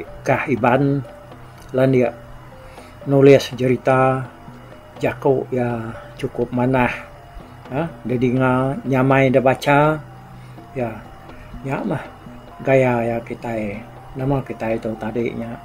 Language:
Iban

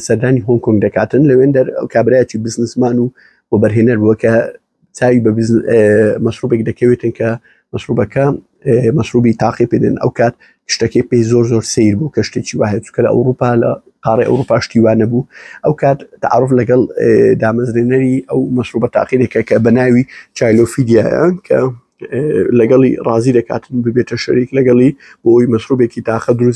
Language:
Central Kurdish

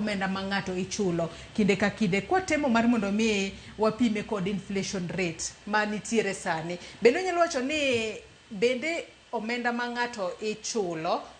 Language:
Luo (Kenya and Tanzania)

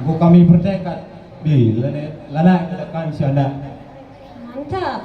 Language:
Batak Karo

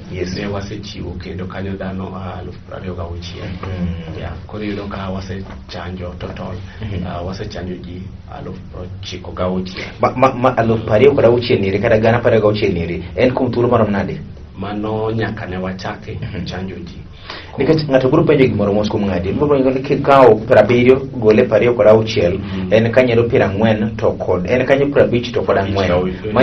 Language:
Luo (Kenya and Tanzania)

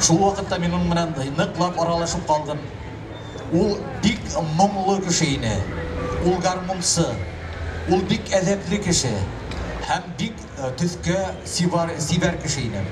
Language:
Bashkir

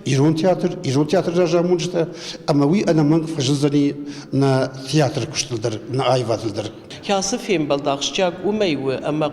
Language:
Ossetic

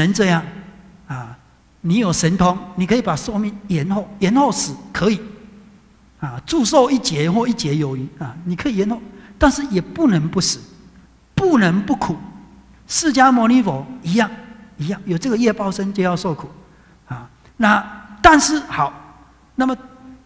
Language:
Chinese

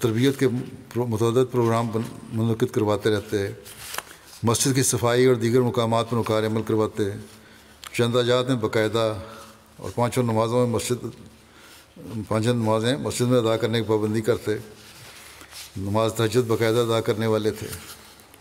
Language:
Urdu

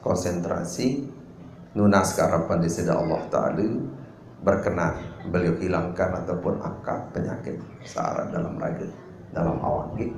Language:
Sasak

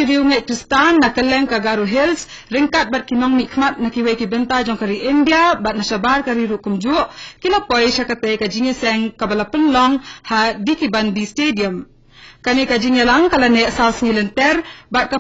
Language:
Khasi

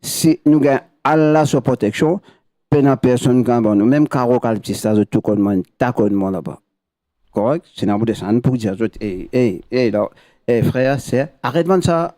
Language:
Morisyen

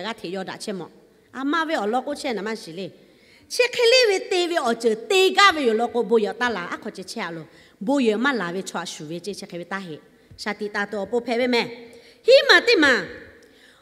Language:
Lahu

